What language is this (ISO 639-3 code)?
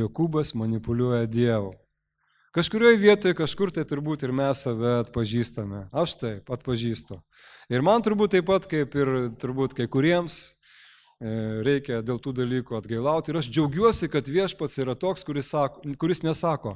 lit